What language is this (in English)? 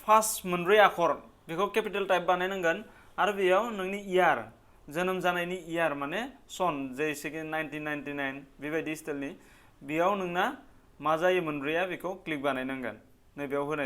Bodo